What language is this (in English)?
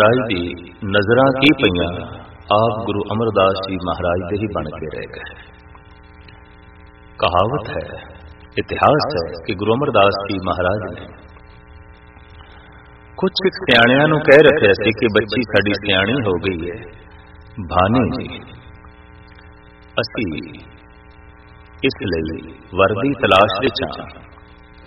Punjabi